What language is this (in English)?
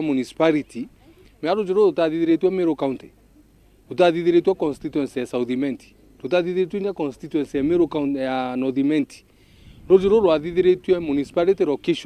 Meru